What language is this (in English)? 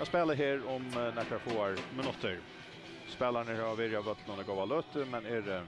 Faroese